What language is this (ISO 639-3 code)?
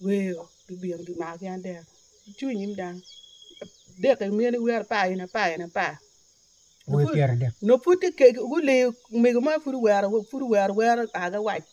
ach